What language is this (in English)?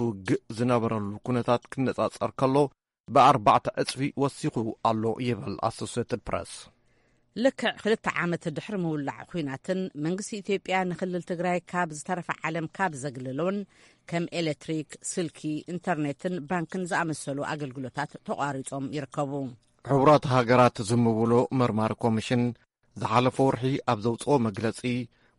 Tigrinya